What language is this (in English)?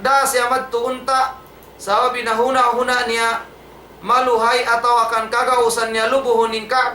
Tausug